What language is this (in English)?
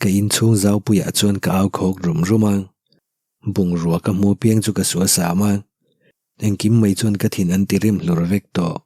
Mizo